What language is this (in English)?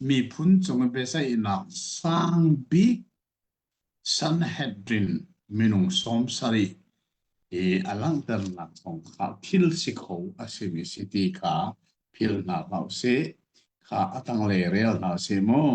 Hakha Chin